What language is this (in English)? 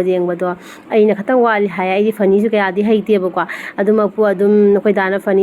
Manipuri